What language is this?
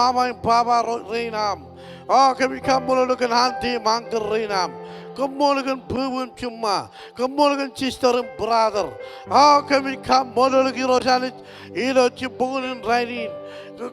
Marshallese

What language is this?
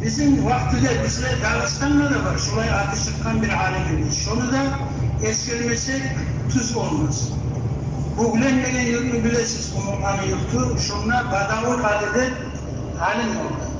Kumyk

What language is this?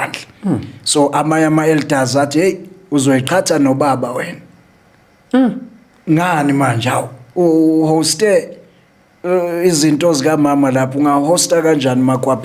Zulu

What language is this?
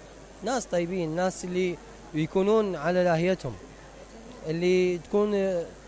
Mesopotamian Arabic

